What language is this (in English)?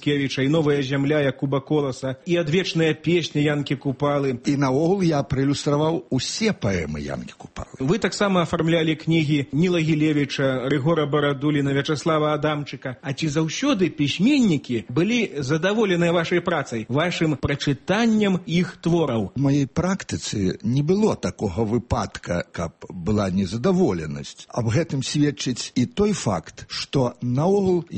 Belarusian